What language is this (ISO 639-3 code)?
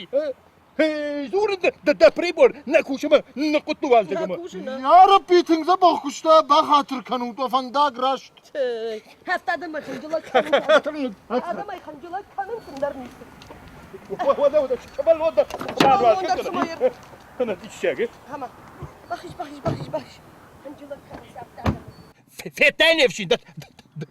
oss